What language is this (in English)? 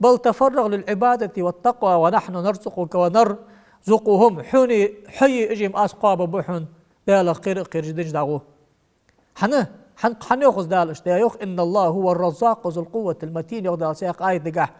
Ingush